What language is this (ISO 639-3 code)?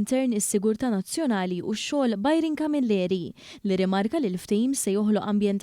mlt